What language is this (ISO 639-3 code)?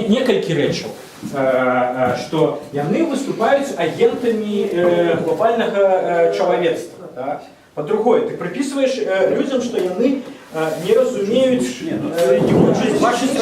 bel